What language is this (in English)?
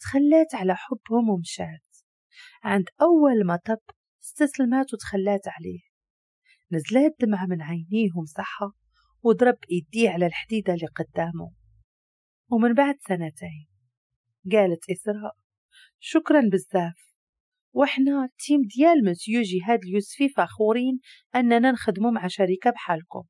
Moroccan Arabic